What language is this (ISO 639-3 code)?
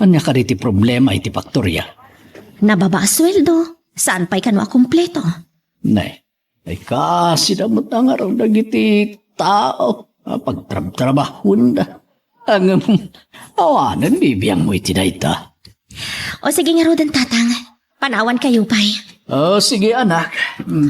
ilo